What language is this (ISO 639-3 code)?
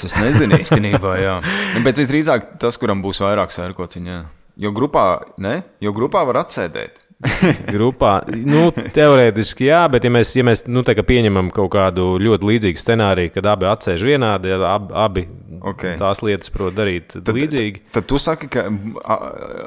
lav